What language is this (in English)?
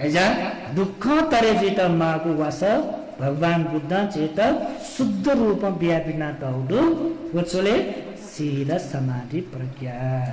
Newari